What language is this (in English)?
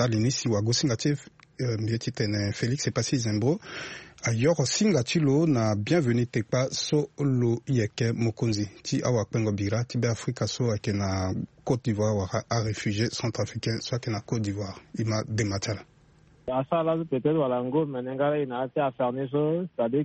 Sango